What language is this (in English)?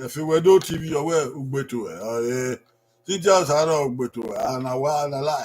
Bini